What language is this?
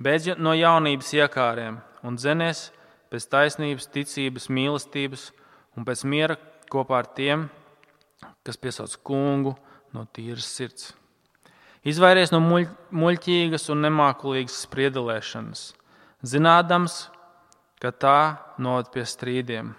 Latvian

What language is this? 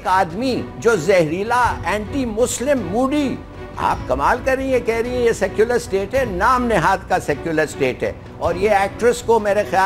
Urdu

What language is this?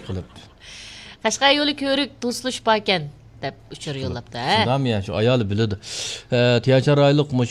Uyghur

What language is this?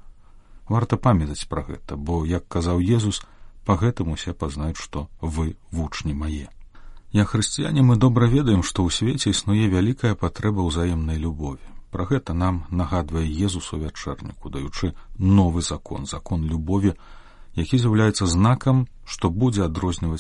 Belarusian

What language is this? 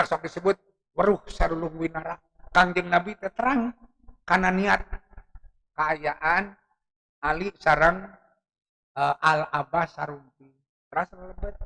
Sundanese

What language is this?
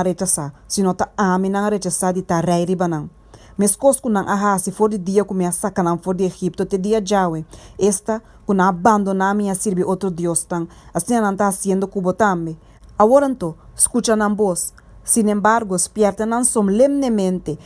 Papiamento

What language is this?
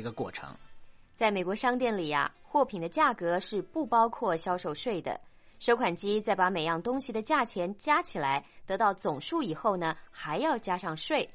Chinese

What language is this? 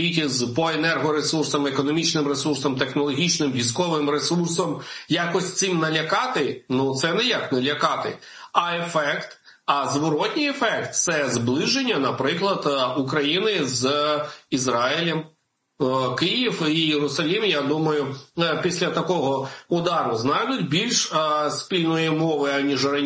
Ukrainian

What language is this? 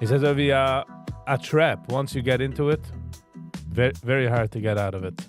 Yiddish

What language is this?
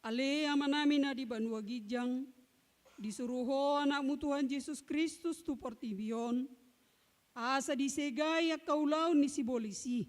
Batak Toba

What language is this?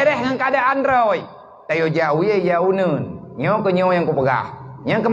Achinese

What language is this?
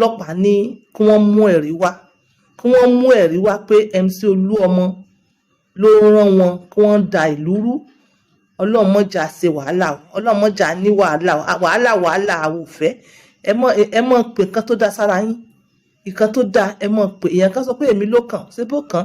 Yoruba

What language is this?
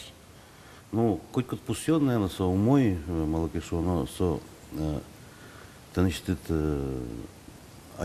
Udmurt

